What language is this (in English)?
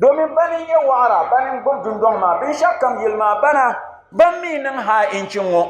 Dagbani